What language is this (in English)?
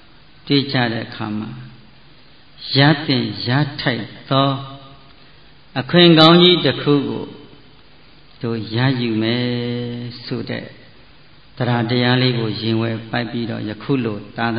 Burmese